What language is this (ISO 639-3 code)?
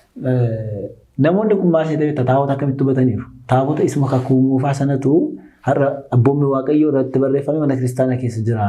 orm